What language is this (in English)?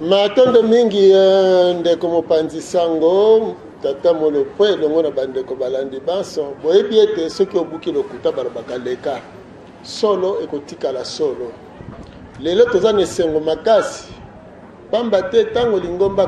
Lingala